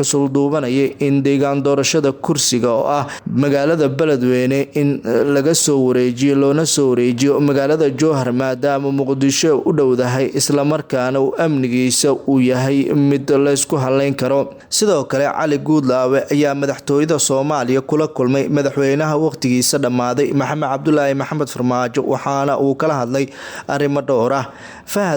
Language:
Somali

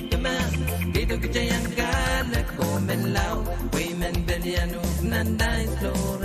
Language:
Pohnpeian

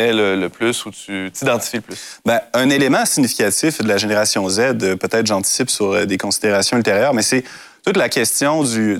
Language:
French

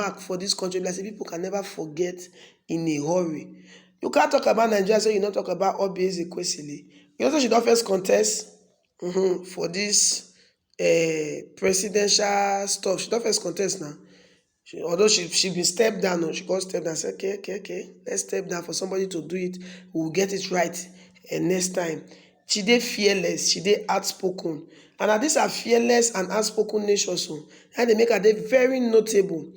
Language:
Nigerian Pidgin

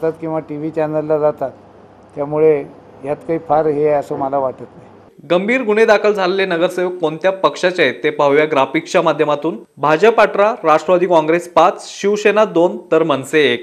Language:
Marathi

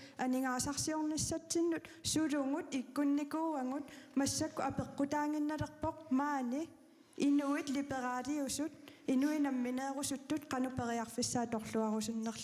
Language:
Kalaallisut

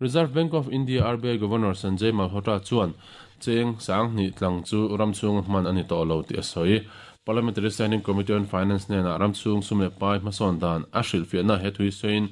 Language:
Mizo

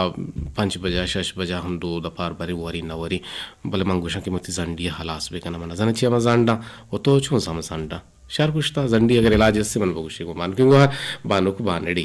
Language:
Eastern Balochi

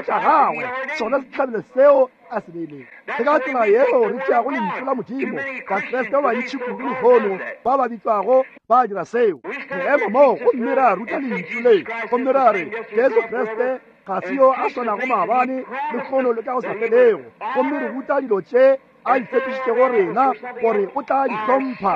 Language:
Northern Sotho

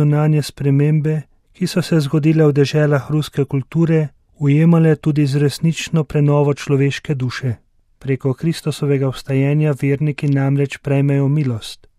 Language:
Slovenian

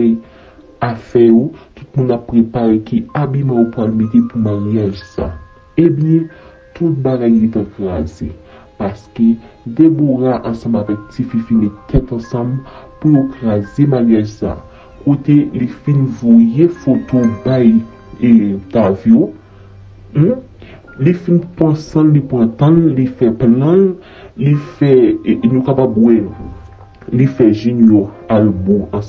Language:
Haitian Creole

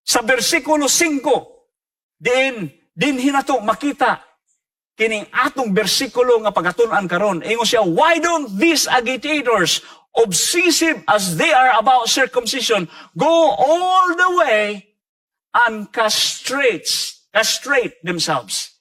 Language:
Cebuano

